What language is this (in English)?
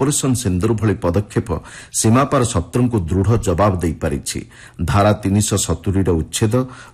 Odia